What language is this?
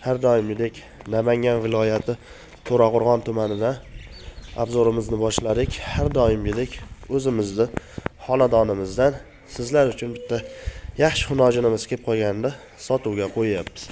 Uzbek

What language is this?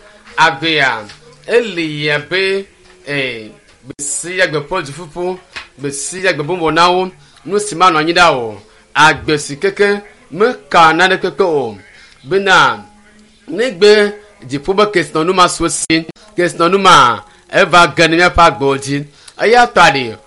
Ewe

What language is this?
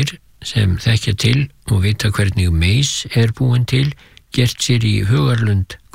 Icelandic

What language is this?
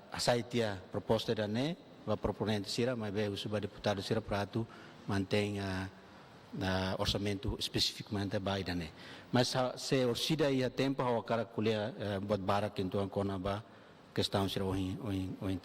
Tetum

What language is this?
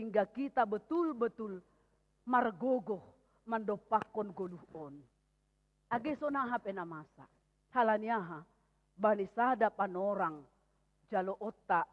Batak Simalungun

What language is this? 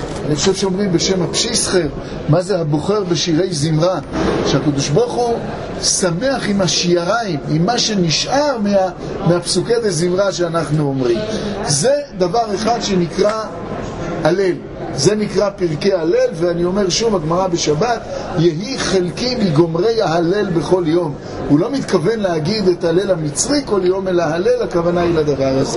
Hebrew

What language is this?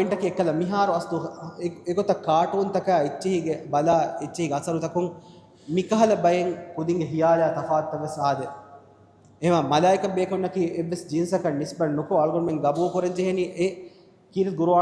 Divehi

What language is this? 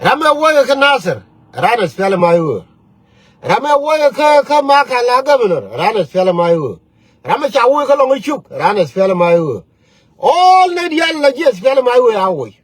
Nuer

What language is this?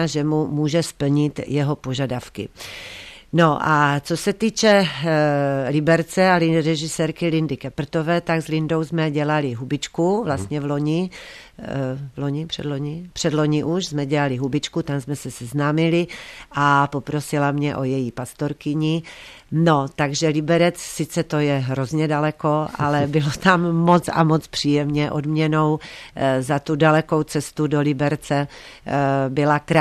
Czech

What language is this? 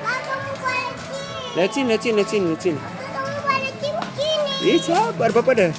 Ambonese Malay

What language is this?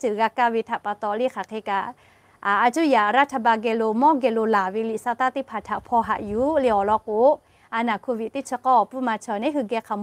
Lahu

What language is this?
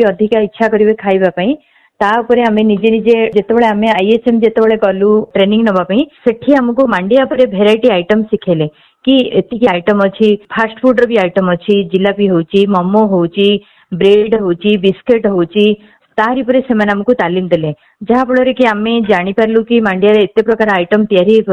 Odia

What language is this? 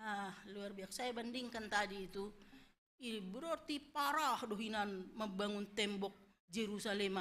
Batak Simalungun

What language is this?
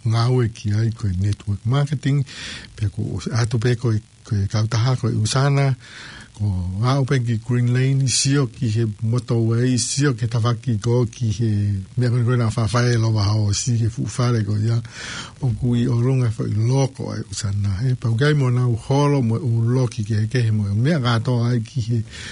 Tongan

